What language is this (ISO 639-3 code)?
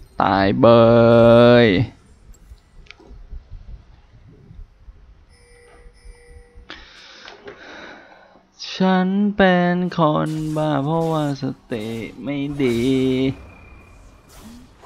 tha